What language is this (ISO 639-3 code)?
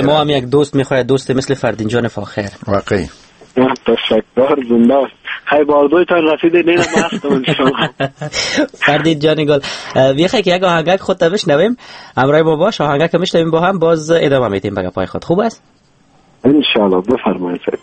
fas